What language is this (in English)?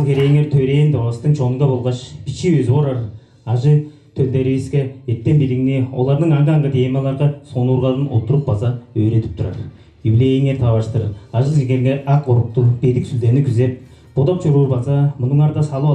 Tuvinian